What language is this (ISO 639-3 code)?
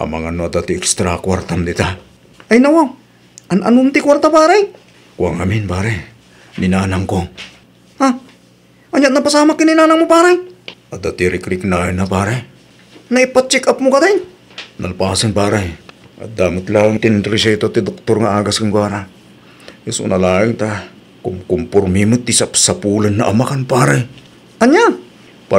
ilo